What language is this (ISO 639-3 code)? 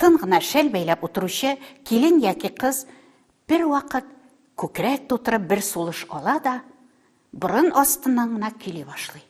tat